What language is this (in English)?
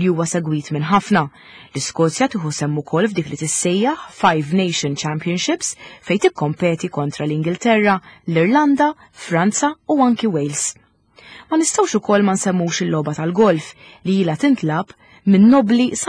Maltese